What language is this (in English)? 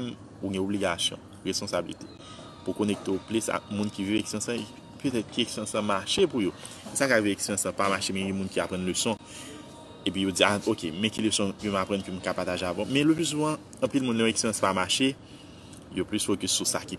Haitian Creole